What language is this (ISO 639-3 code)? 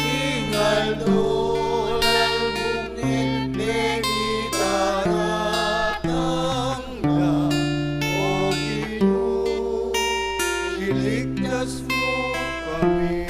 pam